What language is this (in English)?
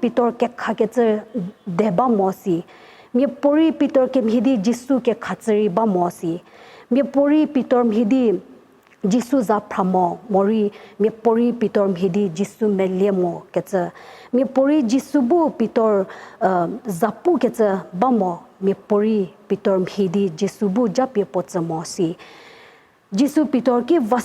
Angami Naga